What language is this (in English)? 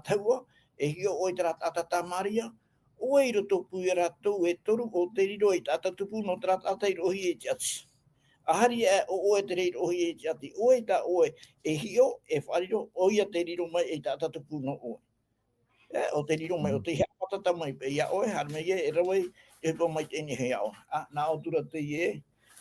Tahitian